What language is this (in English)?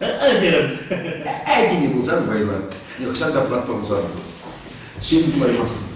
Chuvash